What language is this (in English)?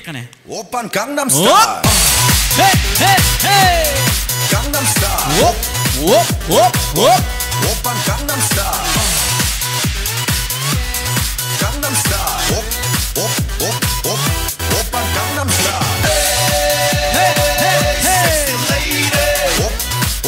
Kara-Kalpak